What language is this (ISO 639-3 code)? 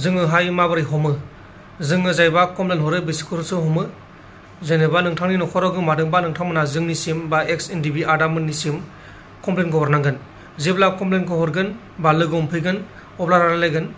brx